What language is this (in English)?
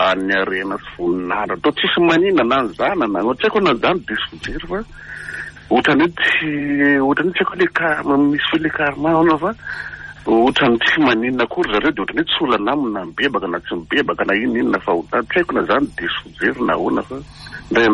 Malagasy